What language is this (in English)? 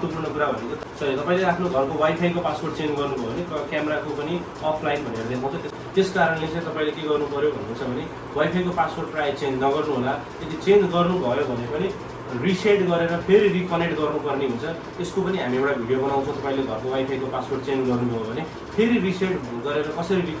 Nepali